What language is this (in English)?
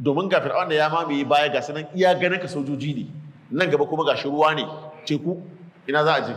Hausa